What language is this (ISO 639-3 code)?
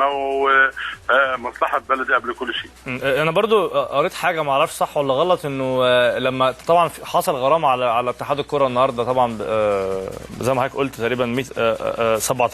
arz